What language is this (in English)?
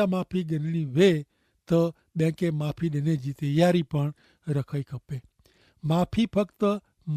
Kachhi